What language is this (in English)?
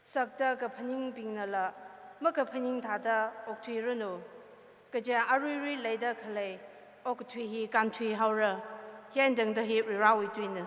Tangkhul Naga (India)